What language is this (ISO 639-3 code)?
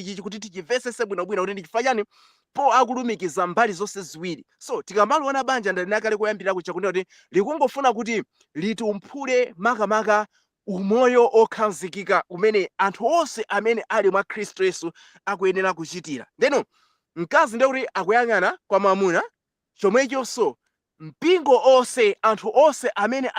nya